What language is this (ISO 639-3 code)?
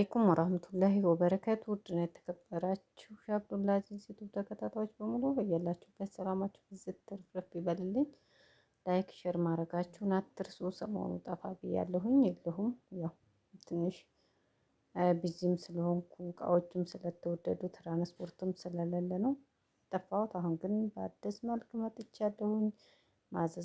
amh